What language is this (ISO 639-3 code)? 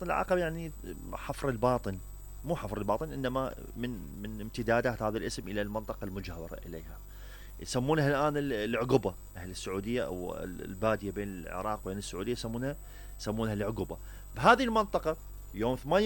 acm